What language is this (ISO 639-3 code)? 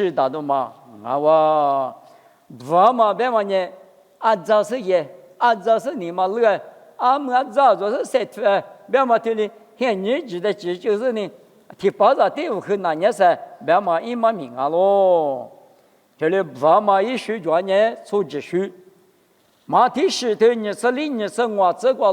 lis